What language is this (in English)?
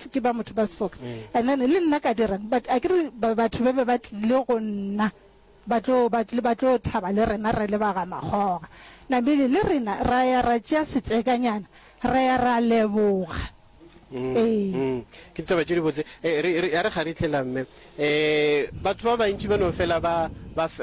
Northern Sotho